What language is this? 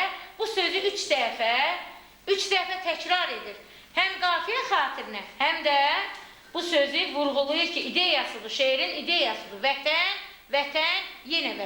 Azerbaijani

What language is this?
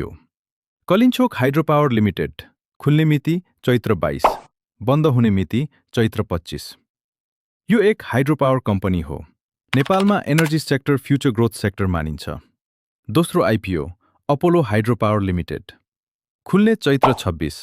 Nepali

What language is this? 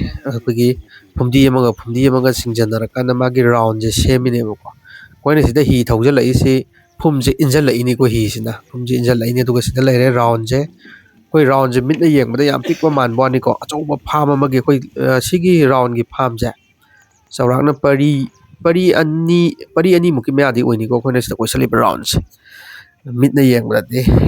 Manipuri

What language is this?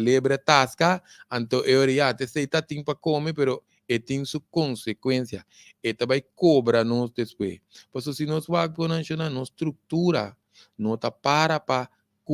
Papiamento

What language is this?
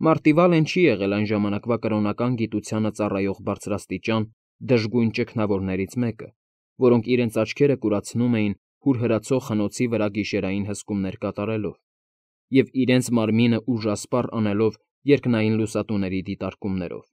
Armenian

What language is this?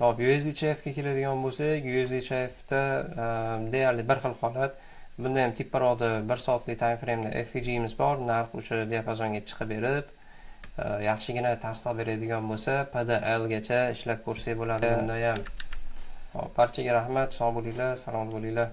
Uzbek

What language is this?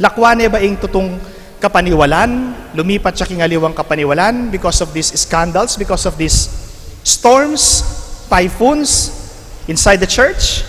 Pampanga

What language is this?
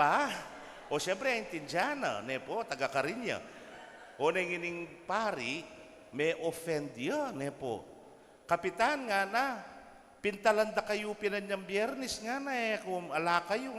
Pampanga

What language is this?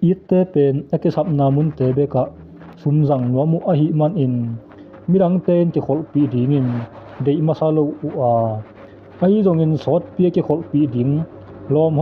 Tedim Chin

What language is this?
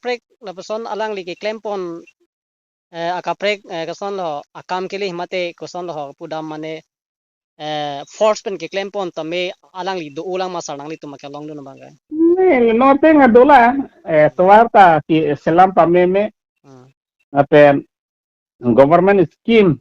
Karbi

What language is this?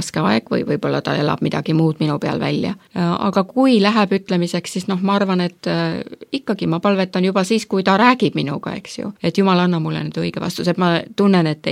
Estonian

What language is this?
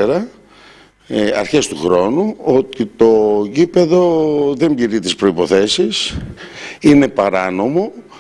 Greek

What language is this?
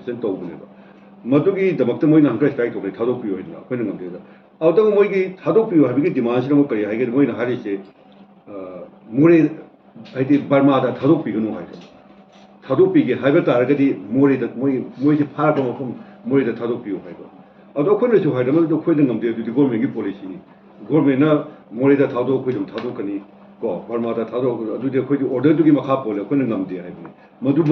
Manipuri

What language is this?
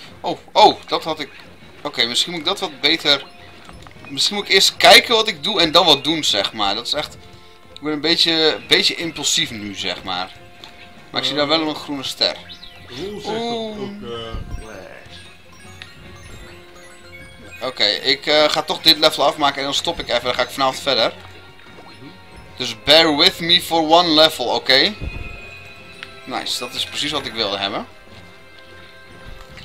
Dutch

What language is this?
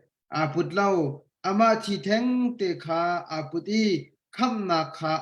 Hakha Chin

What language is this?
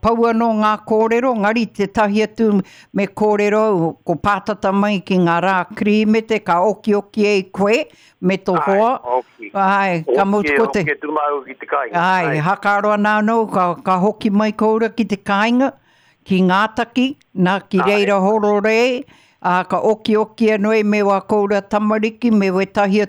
Māori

